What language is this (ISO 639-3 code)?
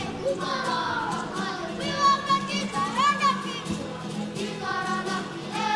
mri